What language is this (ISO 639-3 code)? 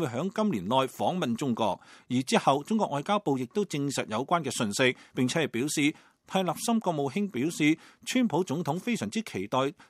yue